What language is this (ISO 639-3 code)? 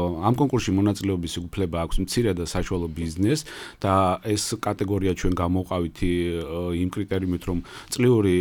kat